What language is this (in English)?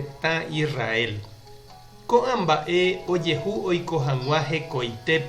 Guarani